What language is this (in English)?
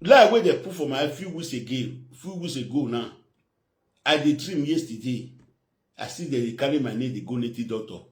Nigerian Pidgin